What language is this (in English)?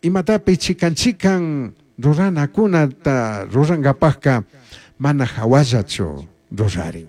Chimborazo Highland Quichua